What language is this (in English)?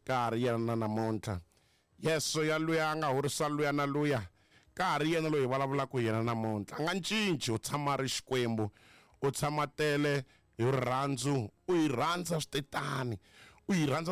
Tsonga